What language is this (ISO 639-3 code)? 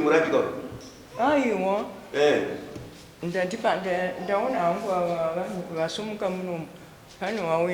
sna